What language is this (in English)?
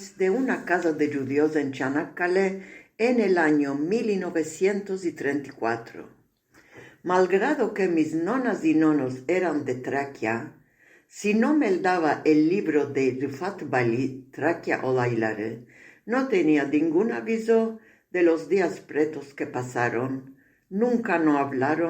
Ladino